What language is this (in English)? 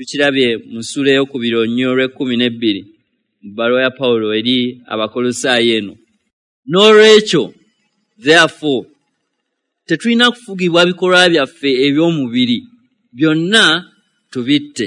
Ganda